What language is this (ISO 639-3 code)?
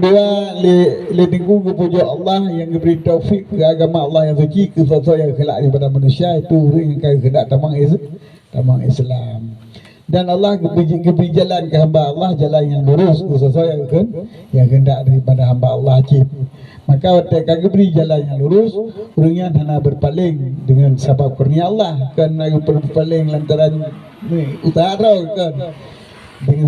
ace